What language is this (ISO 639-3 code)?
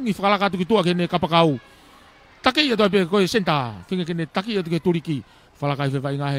ton